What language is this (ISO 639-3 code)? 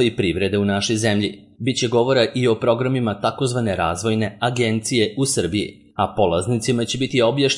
srp